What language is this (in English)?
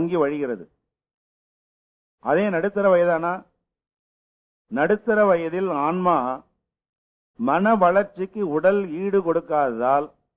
Tamil